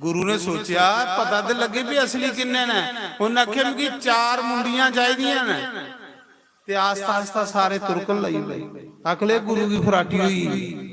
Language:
Dogri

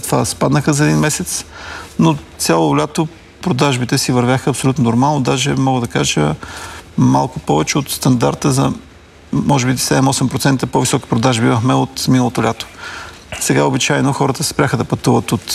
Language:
Bulgarian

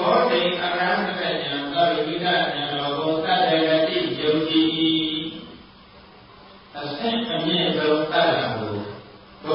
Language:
Burmese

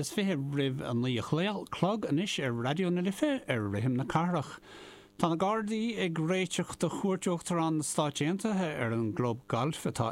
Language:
Irish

